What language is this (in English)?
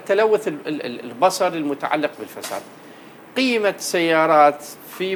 North Levantine Arabic